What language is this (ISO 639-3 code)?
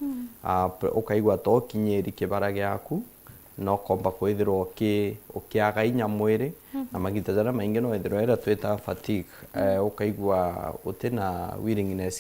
mer